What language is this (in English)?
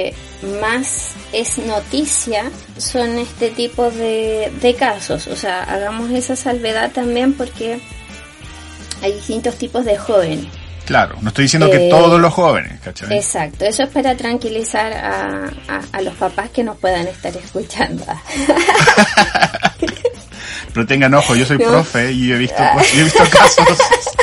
Spanish